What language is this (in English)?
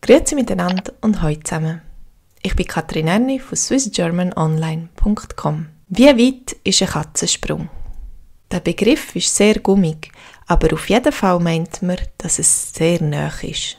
Swiss German